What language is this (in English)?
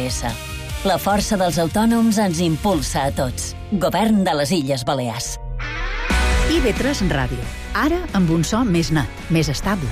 Catalan